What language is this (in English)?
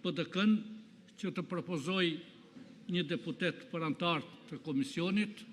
Albanian